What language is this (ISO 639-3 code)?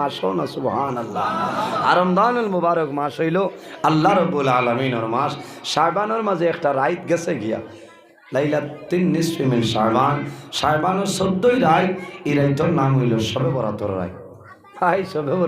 syl